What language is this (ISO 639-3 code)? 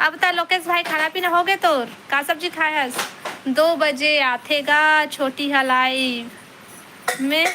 hne